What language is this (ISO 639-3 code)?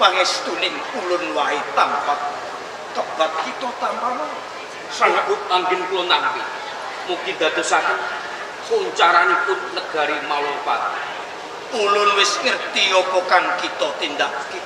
jav